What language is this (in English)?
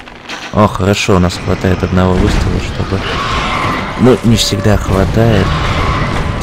Russian